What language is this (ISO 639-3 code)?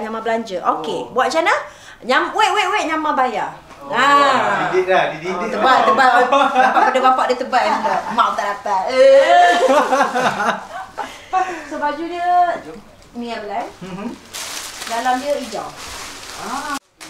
msa